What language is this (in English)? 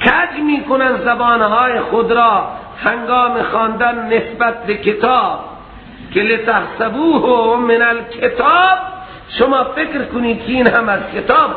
Persian